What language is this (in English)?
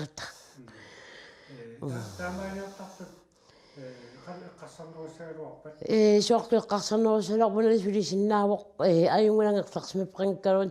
Kalaallisut